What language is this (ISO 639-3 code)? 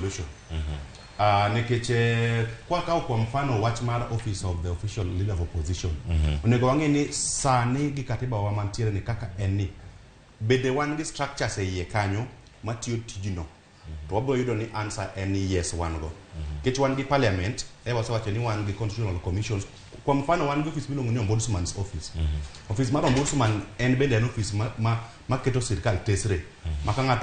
luo